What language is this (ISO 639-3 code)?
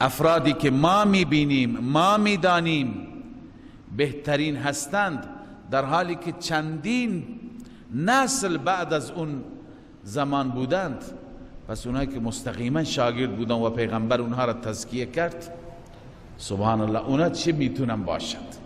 fas